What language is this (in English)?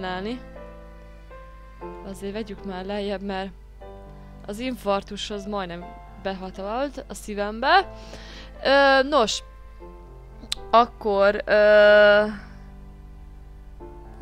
Hungarian